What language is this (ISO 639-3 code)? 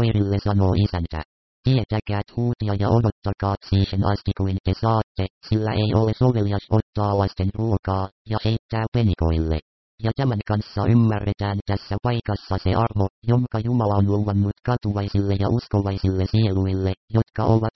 fin